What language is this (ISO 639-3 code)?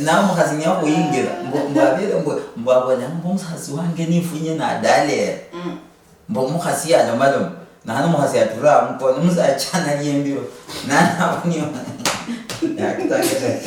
luy